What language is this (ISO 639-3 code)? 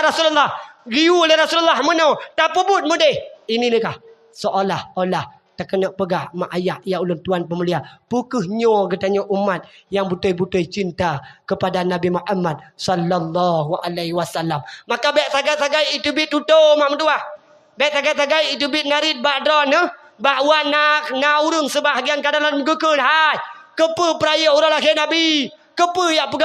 ace